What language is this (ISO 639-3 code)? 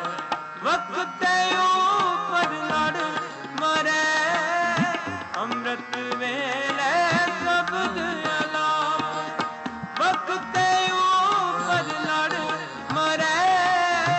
pan